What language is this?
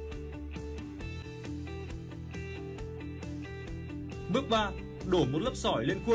Vietnamese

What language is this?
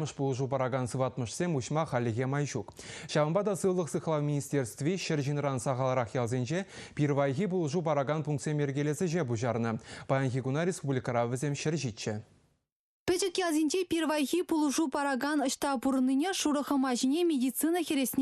Chuvash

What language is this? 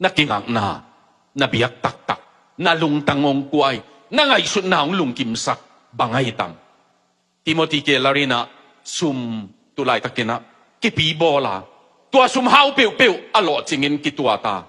Tedim Chin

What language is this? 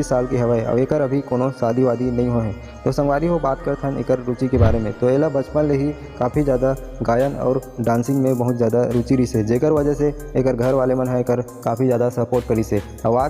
Chhattisgarhi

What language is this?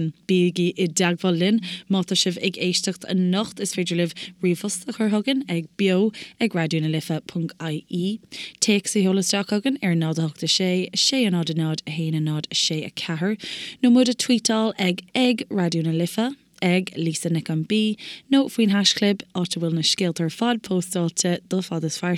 Irish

